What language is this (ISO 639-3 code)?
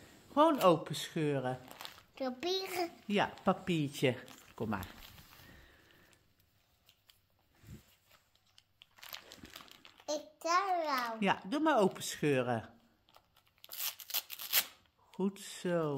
nld